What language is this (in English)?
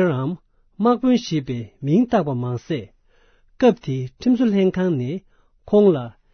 Tibetan